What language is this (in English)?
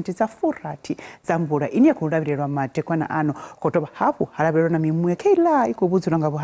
Venda